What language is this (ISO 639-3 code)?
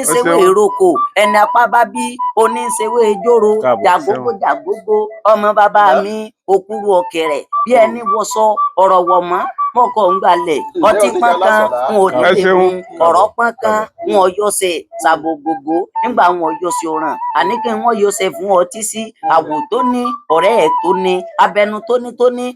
yor